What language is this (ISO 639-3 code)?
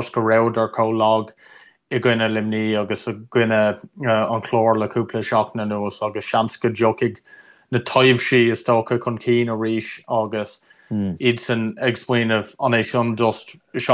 gle